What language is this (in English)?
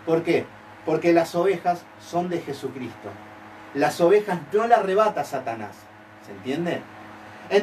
Spanish